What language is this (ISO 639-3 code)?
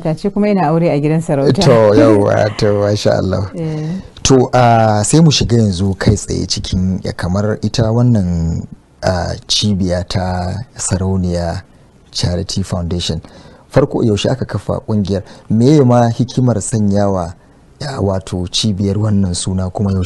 hau